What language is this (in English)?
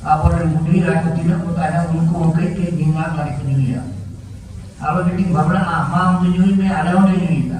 Santali